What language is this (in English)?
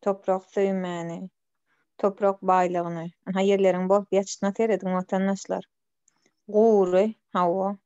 Turkmen